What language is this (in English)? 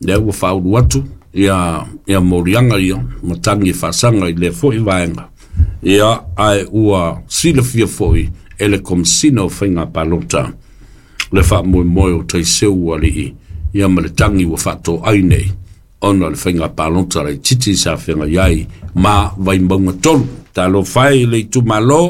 Samoan